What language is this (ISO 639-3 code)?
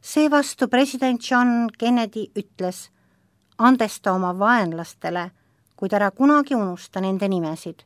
est